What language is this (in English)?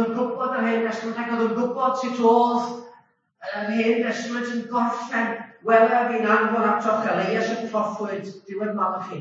Welsh